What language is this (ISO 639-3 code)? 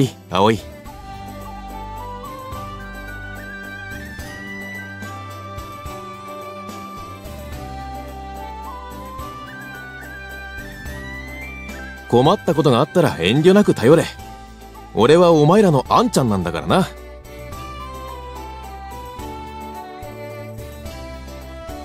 jpn